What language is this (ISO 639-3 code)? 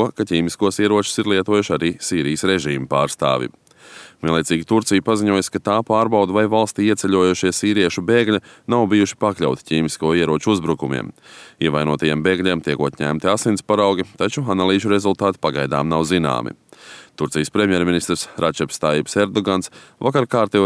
lav